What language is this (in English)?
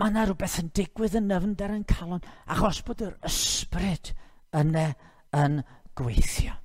Welsh